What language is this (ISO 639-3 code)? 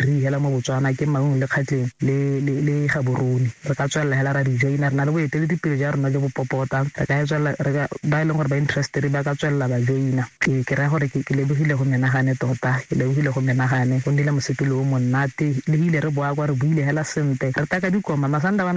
tsn